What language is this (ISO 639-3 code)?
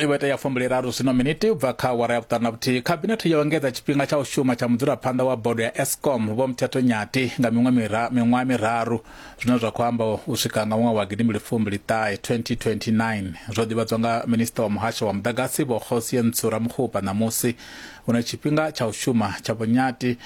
ven